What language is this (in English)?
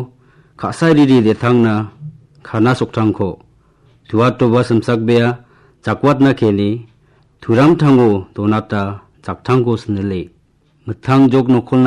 Garo